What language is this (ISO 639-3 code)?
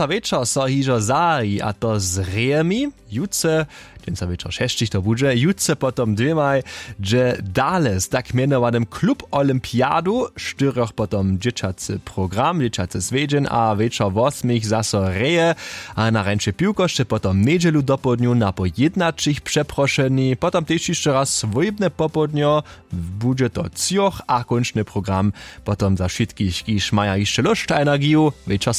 hsb